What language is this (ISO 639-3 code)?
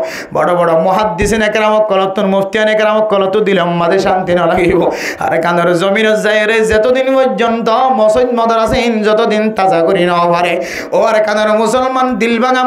rhg